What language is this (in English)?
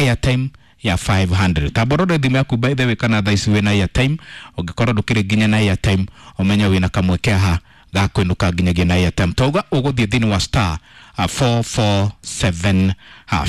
Kikuyu